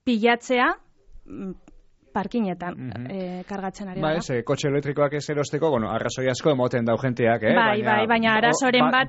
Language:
Basque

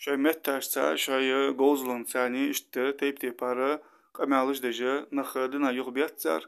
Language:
Ingush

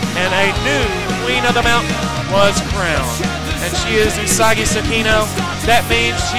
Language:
English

